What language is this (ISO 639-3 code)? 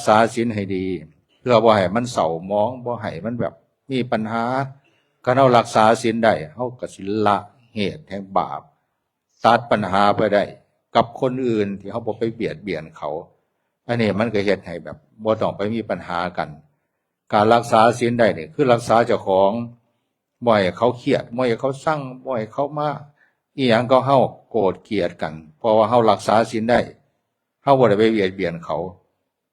tts